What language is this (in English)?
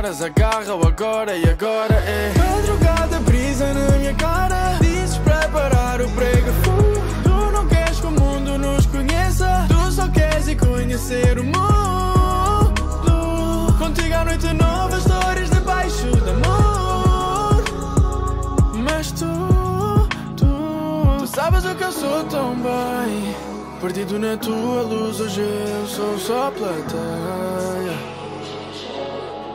Portuguese